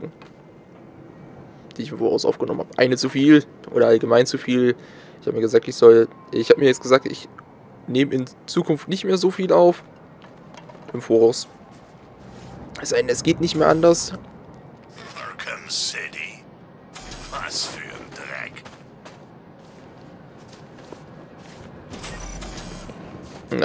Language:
German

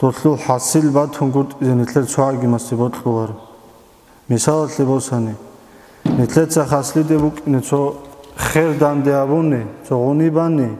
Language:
Avaric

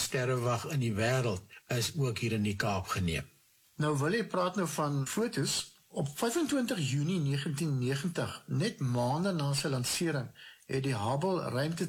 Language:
Afrikaans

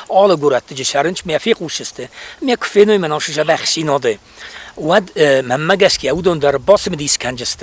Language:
Ossetic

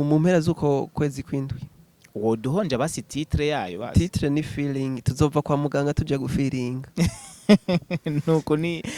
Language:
Rundi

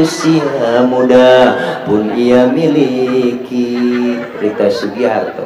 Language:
Betawi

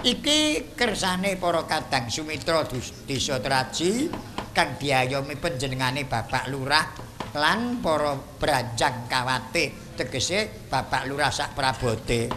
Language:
Javanese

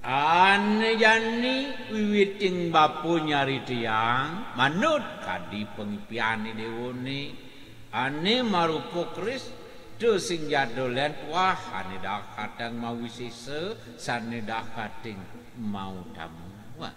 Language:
Balinese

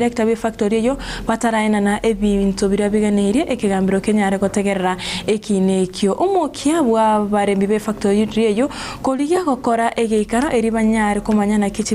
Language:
Gusii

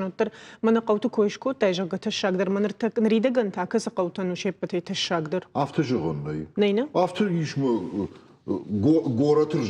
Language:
Ossetic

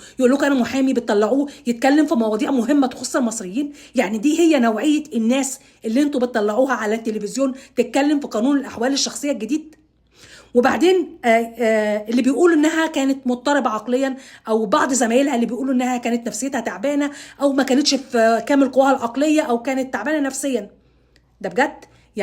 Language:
Egyptian Arabic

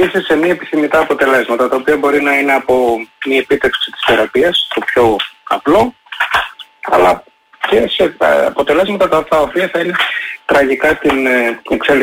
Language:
Greek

